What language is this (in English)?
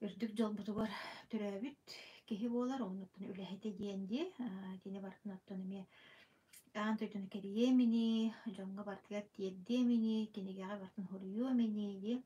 Yakut